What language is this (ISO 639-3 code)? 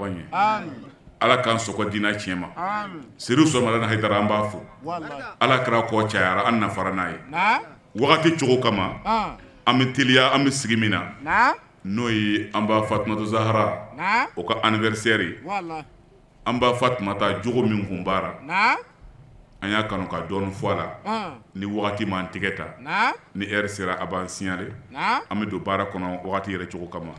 bam